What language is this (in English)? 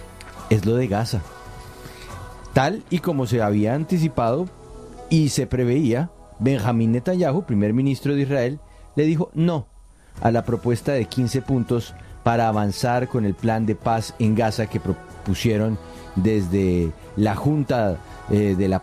Spanish